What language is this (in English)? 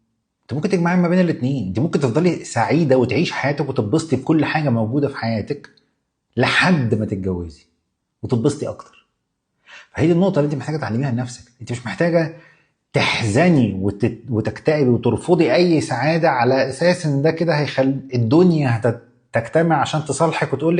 Egyptian Arabic